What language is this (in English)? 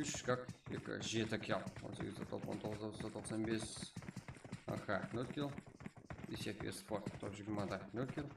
Kara-Kalpak